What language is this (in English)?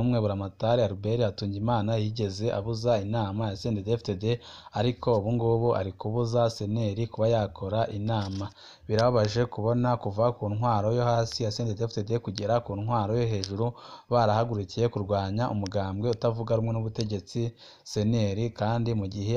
Rundi